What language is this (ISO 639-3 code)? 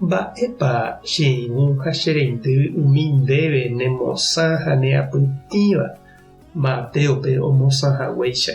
grn